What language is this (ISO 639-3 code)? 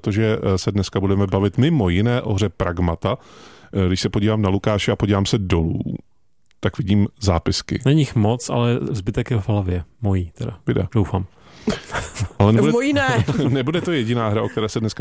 ces